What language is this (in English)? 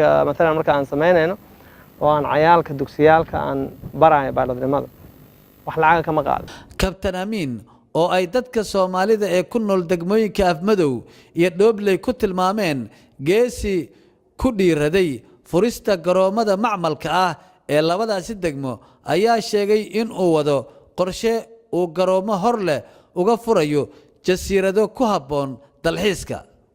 Somali